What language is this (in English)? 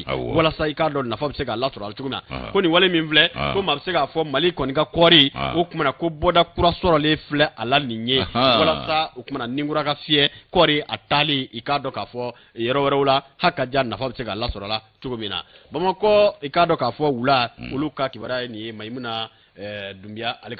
Bambara